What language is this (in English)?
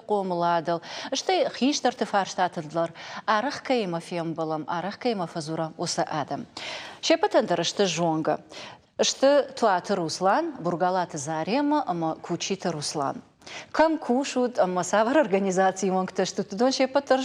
Ossetic